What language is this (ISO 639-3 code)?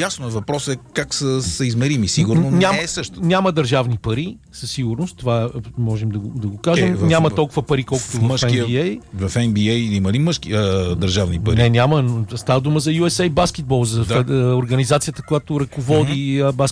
bul